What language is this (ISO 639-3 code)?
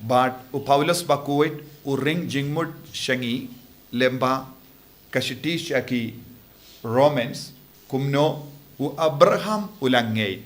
kha